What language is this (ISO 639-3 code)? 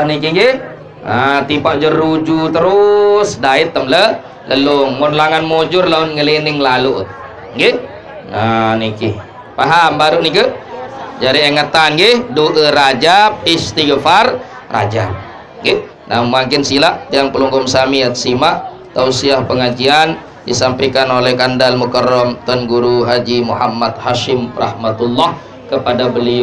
sas